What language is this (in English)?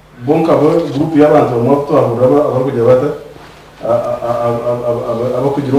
Nyankole